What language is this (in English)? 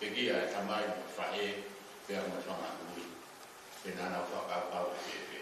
Tongan